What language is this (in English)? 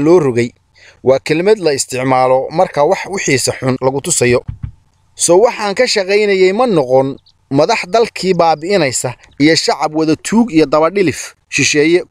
Somali